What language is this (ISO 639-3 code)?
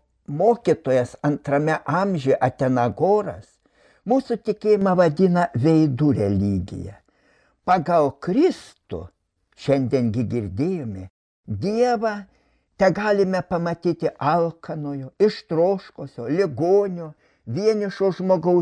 lit